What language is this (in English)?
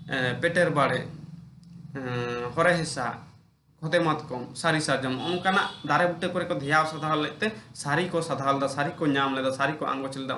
Santali